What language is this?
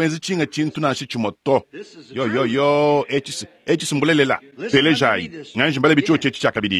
Luba-Lulua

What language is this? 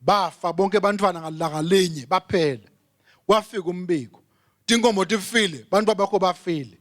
Swati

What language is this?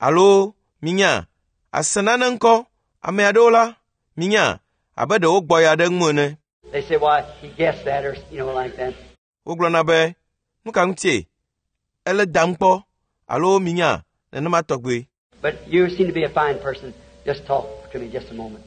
Ewe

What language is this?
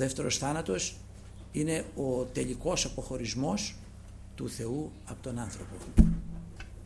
Greek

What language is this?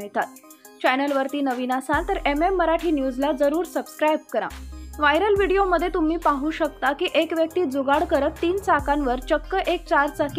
Marathi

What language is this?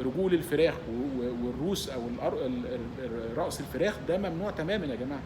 Egyptian Arabic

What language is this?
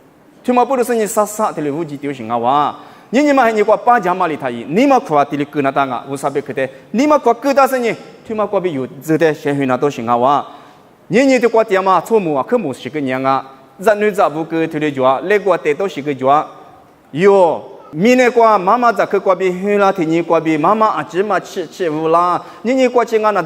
Lisu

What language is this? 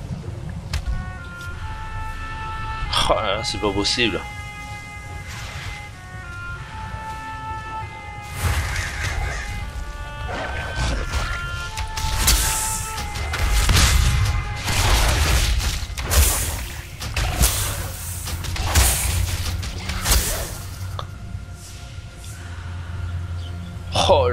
French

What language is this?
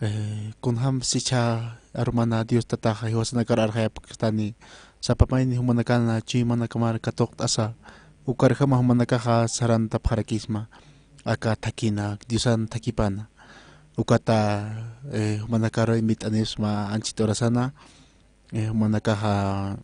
Aymara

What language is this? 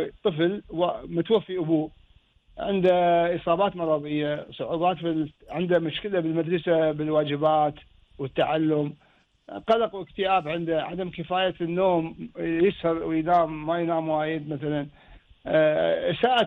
Gulf Arabic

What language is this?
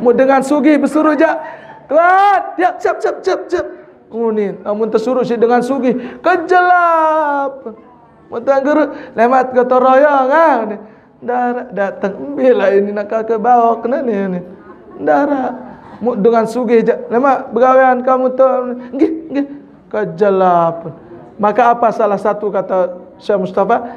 Sasak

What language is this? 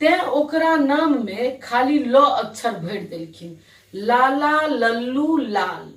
Maithili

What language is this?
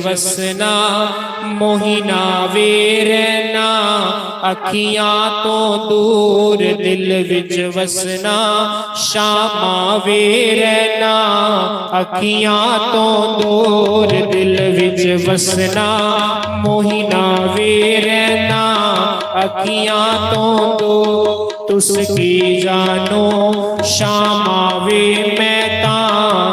Dogri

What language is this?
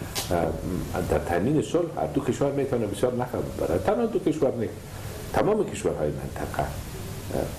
Persian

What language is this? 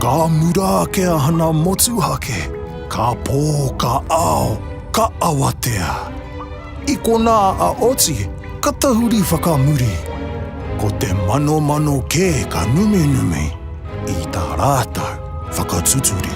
Māori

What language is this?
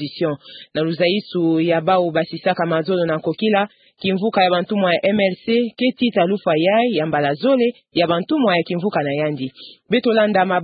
Kituba (Democratic Republic of Congo)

